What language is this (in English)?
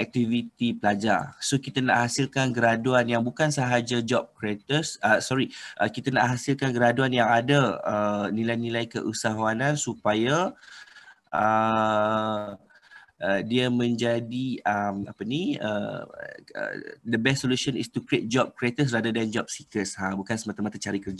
Malay